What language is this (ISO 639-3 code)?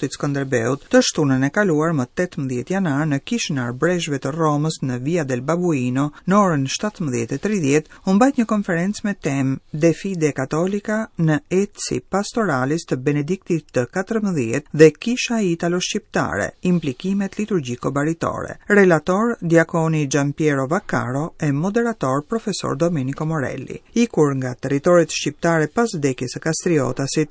sqi